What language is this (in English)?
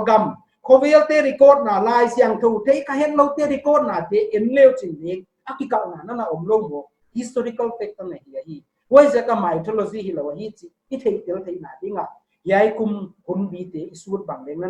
Paite Chin